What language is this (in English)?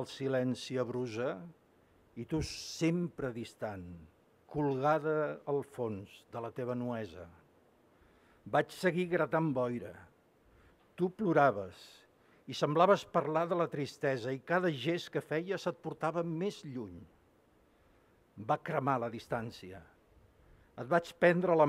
Catalan